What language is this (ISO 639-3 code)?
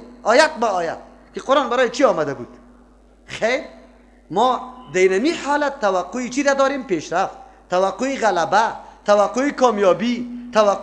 fas